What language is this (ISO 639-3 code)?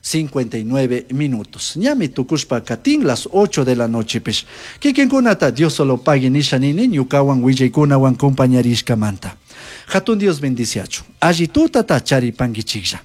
qug